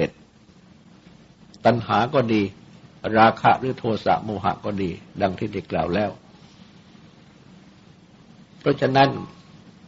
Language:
Thai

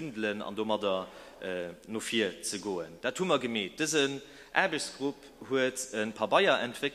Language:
Luxembourgish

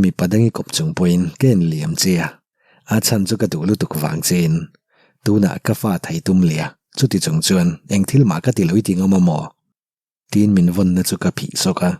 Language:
Mizo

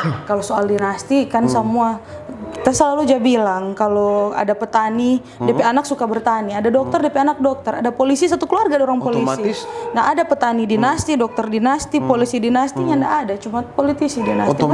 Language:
Manado Malay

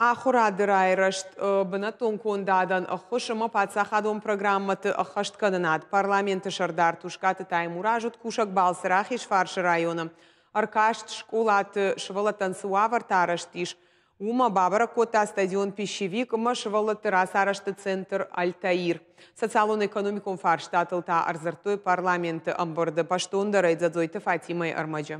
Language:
Ossetic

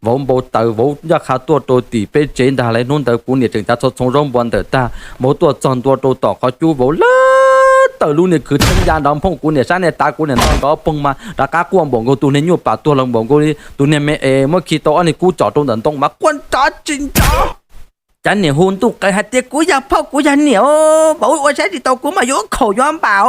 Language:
Hmong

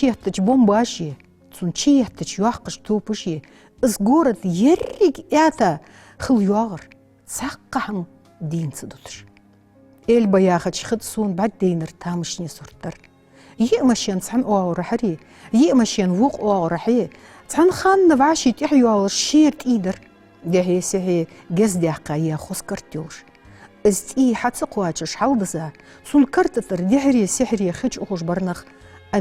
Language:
Ingush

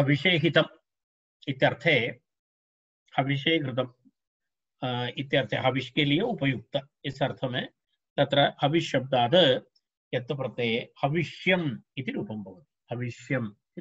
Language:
Sanskrit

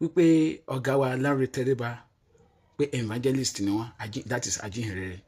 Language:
Yoruba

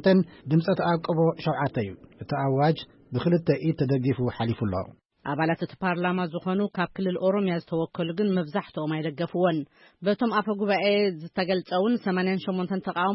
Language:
Tigrinya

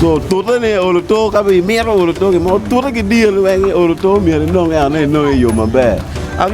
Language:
Acoli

